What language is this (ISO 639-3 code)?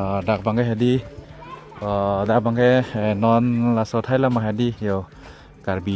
mjw